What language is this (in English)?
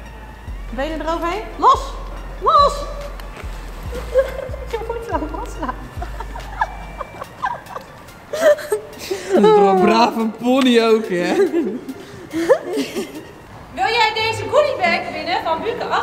Dutch